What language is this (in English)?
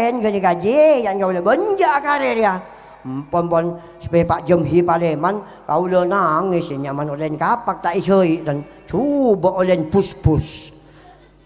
Madurese